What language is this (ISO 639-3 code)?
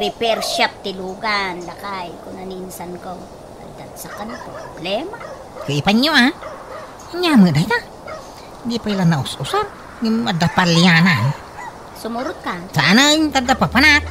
ilo